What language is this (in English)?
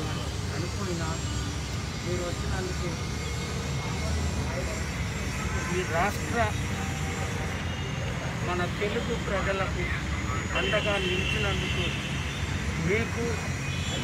Telugu